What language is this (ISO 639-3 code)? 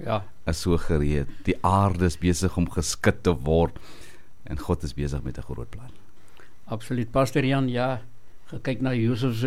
afr